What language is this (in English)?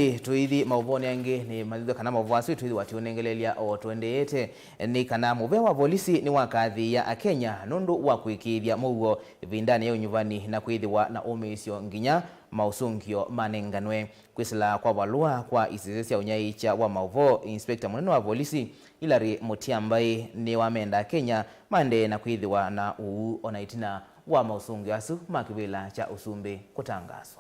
Kamba